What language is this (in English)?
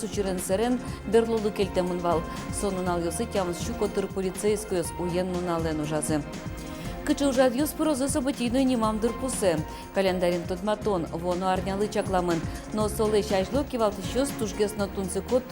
Udmurt